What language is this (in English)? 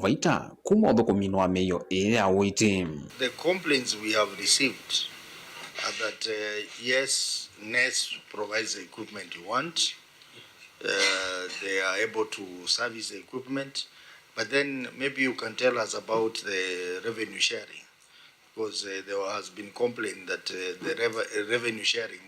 Kamba